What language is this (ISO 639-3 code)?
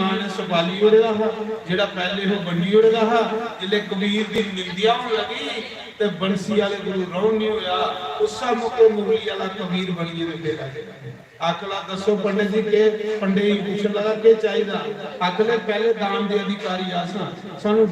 doi